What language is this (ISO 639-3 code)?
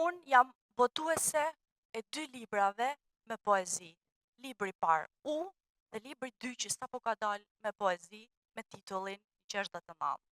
sqi